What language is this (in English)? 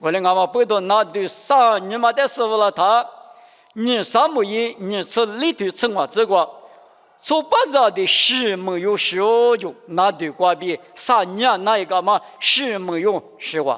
Lisu